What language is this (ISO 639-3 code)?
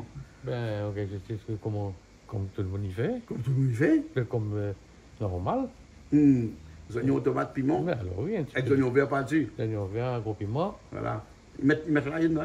rcf